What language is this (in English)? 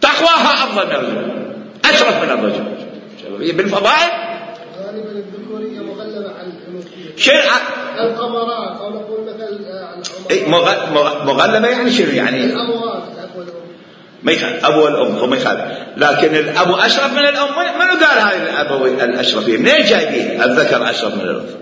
Mesopotamian Arabic